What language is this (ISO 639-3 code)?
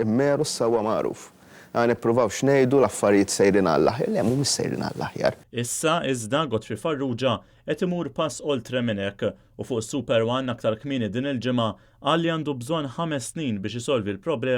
mlt